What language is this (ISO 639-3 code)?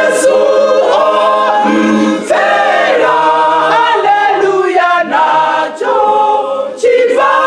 ven